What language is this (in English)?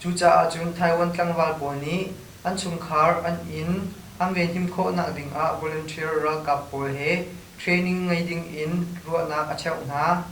Hakha Chin